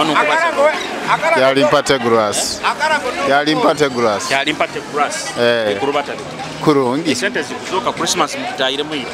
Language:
Nyoro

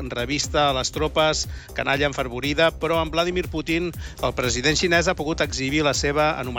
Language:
Catalan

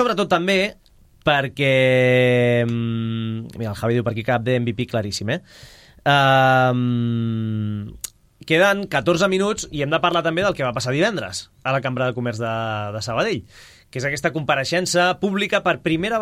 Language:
Catalan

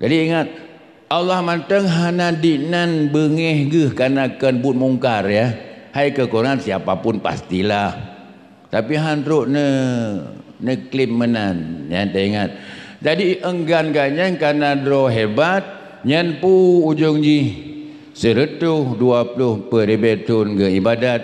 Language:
Achinese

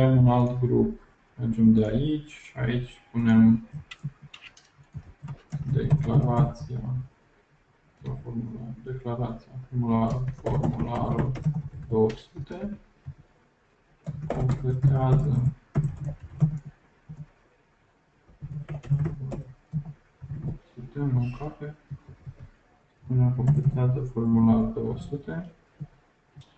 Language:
Romanian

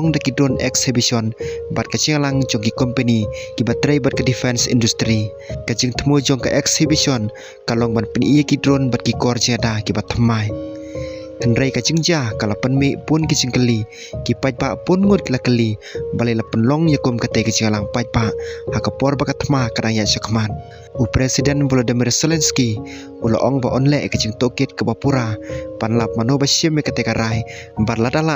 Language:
Khasi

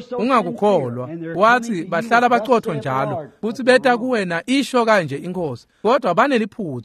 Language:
Swati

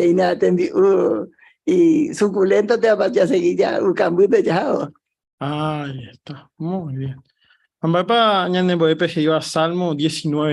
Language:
Guarani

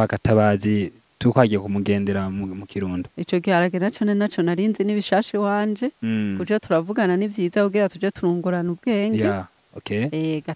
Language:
Rundi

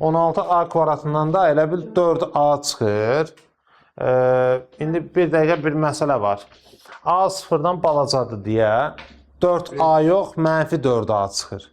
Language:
Azerbaijani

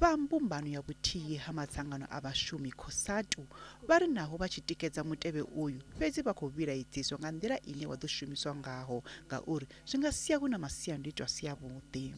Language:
Venda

